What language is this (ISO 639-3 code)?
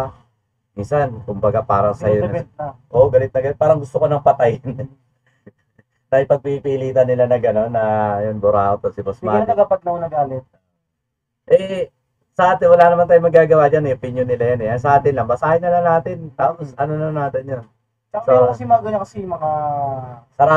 fil